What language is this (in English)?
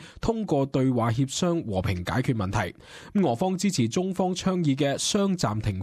Cantonese